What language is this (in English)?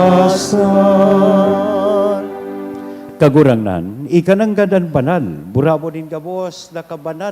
Bikol